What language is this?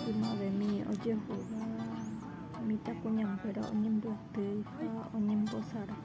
Guarani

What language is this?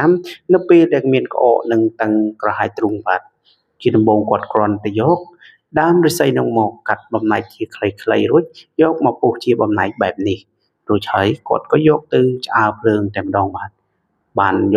Khmer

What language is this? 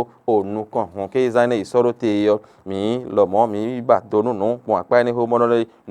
Fon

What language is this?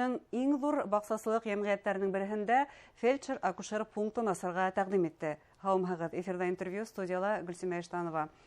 Bashkir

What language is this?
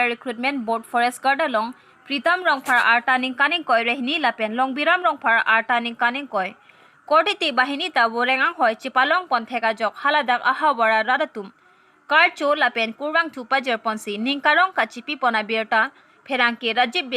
Karbi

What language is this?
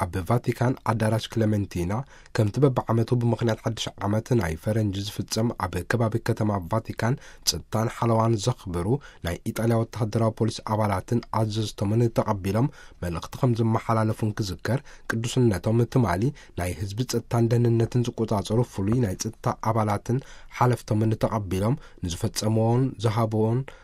Tigrinya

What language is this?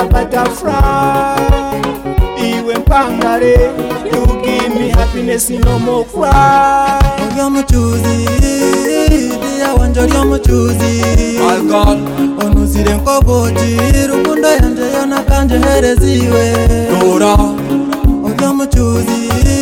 Kinyarwanda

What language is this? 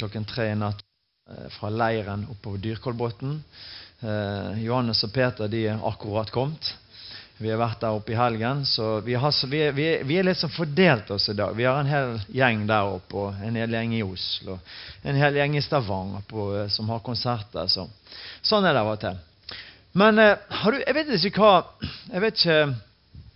Norwegian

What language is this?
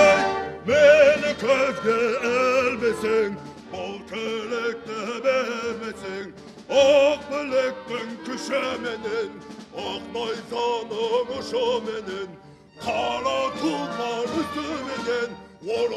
Kara-Kalpak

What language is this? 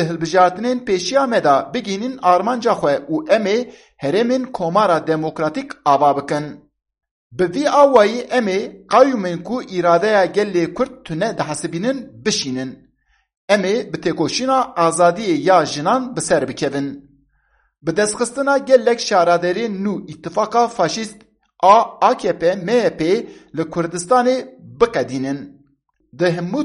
Kurdish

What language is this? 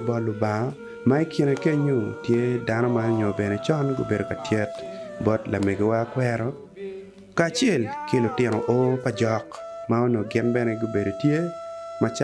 Acoli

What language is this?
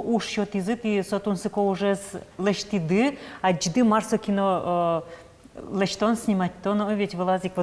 Udmurt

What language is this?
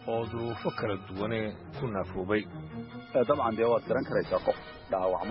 Somali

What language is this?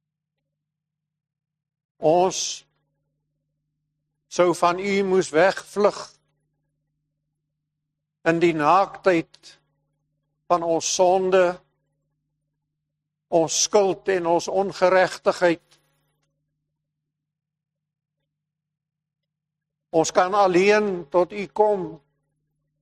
Afrikaans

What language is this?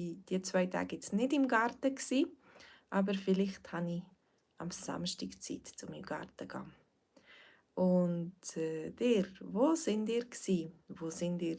Swiss German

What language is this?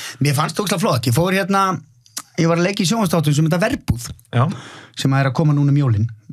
Icelandic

